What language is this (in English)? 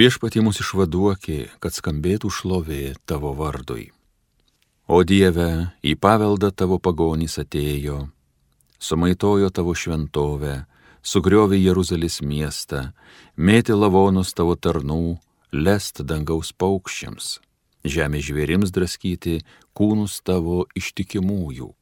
Lithuanian